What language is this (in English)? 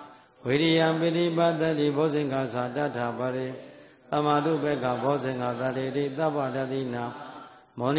Burmese